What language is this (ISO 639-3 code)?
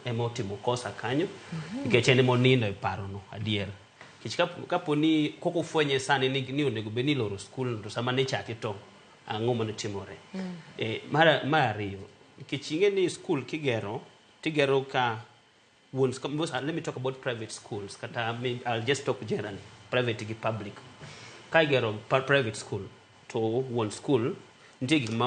luo